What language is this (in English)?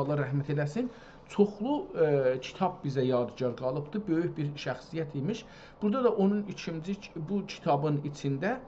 South Azerbaijani